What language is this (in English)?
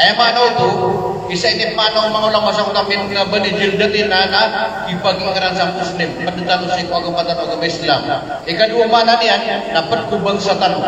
Maranao